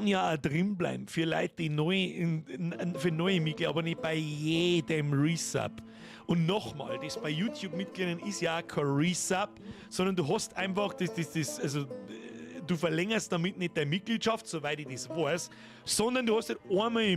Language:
Bavarian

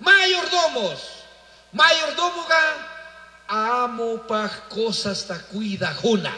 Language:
Chimborazo Highland Quichua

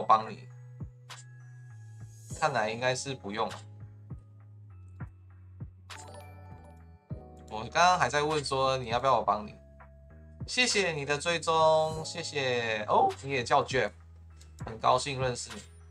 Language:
Chinese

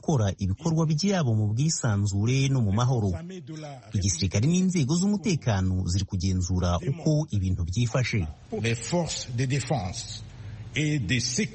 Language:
Kinyarwanda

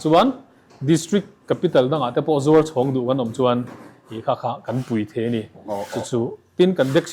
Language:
Mizo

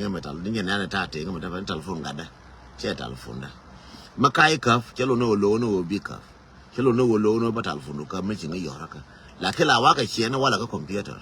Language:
Nuer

